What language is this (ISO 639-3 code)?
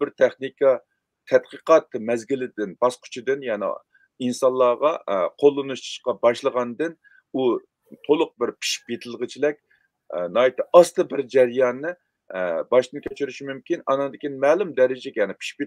uig